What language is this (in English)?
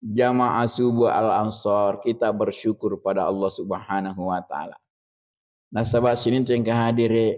Buginese